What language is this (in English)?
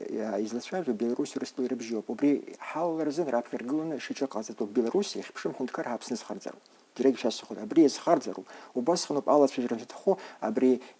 Abkhazian